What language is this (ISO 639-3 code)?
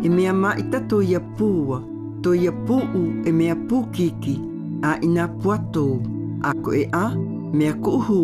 mqm